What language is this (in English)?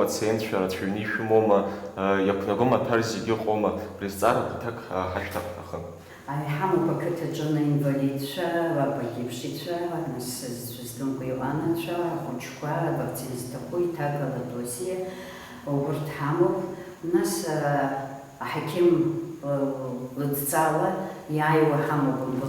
Abkhazian